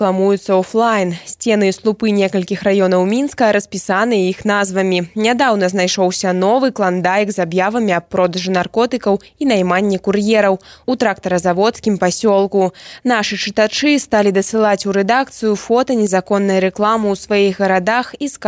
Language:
Belarusian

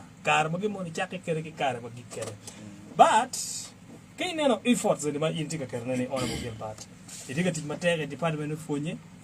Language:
Acoli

